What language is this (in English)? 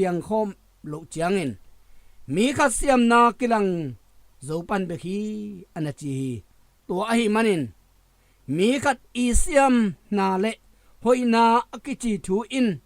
Tedim Chin